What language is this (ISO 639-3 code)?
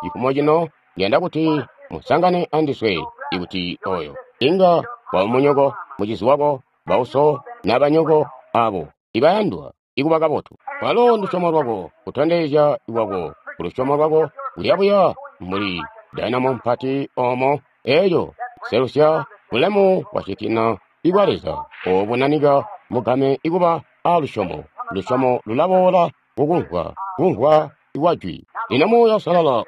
toi